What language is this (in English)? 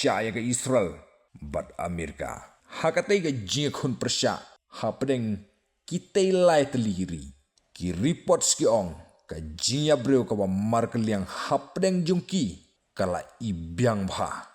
Khasi